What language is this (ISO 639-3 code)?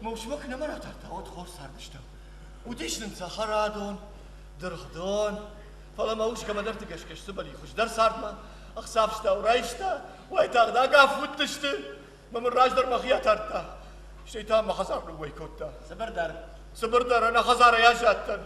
oss